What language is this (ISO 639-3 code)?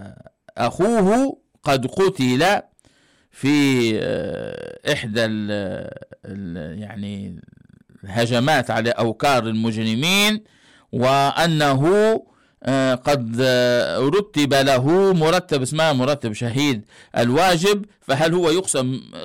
ara